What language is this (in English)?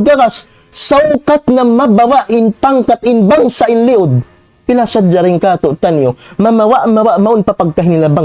Tausug